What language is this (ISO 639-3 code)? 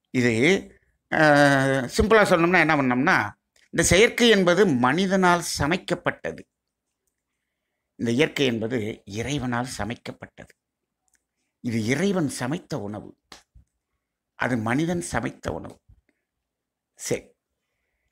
tam